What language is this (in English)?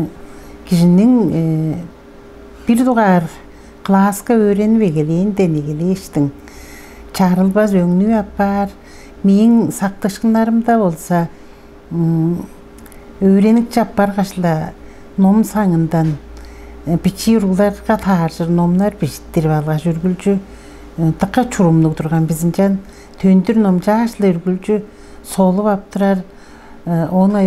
Tuvinian